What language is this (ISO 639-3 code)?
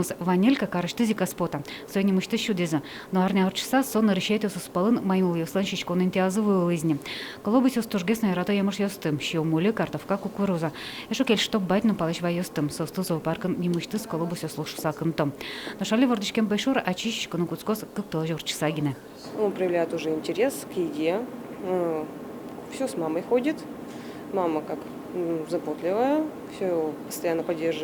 udm